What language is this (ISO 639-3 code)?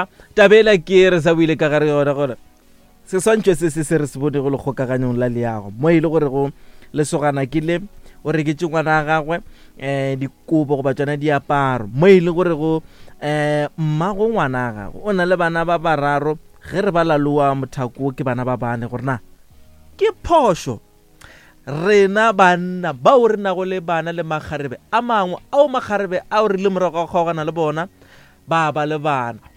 nso